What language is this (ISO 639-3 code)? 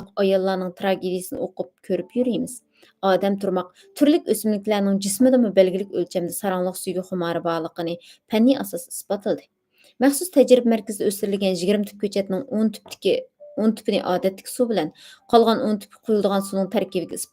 uig